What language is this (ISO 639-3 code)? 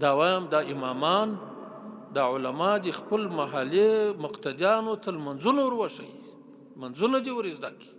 pus